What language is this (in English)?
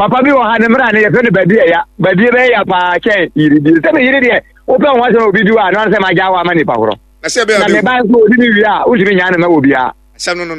Akan